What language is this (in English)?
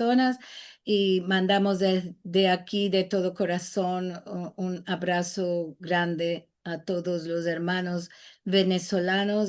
Ladino